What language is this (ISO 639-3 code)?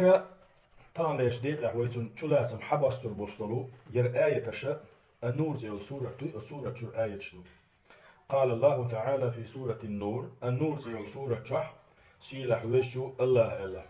che